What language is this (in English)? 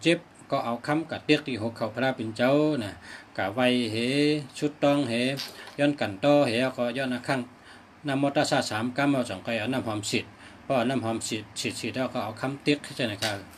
Shan